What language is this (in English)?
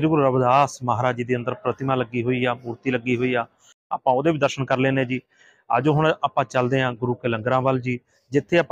Punjabi